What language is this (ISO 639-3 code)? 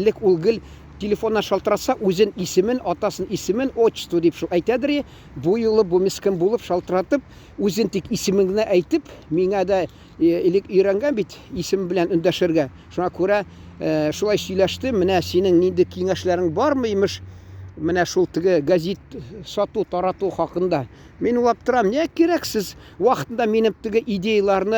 tat